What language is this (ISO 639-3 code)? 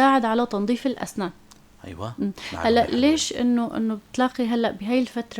apc